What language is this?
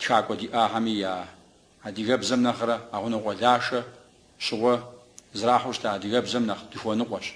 Kabardian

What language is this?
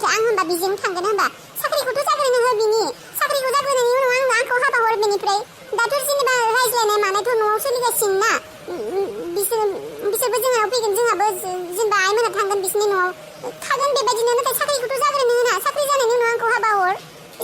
Bodo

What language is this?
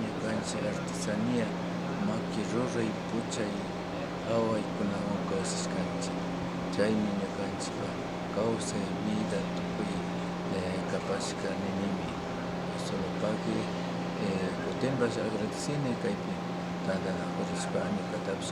Imbabura Highland Quichua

